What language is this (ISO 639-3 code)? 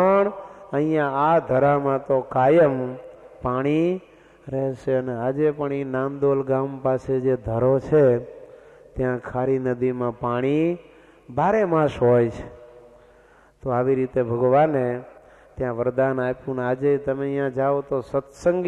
guj